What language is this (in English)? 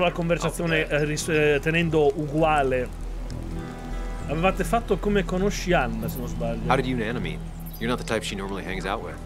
Italian